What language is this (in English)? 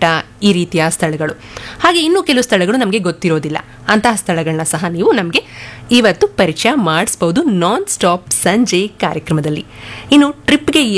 Kannada